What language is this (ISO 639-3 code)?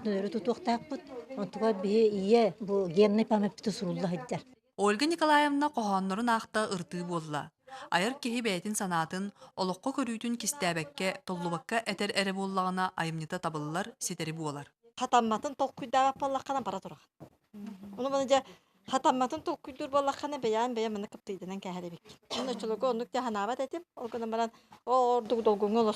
sah